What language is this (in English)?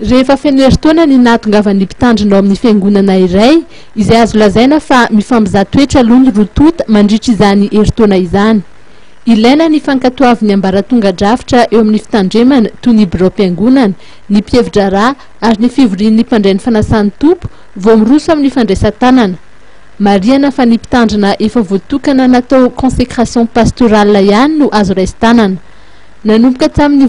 Malagasy